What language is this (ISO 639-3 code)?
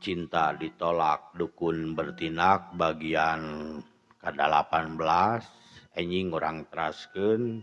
sun